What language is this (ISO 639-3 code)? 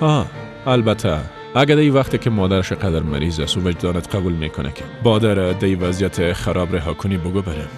fas